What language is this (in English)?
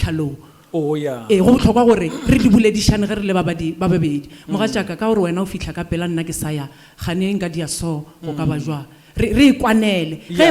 Northern Sotho